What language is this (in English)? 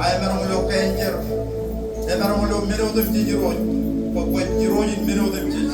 Marshallese